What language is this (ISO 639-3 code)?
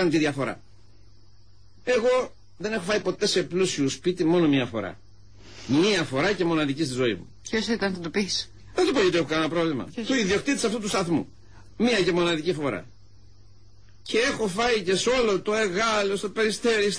ell